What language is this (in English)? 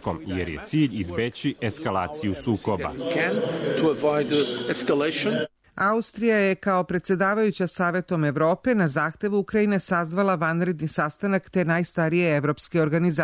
Serbian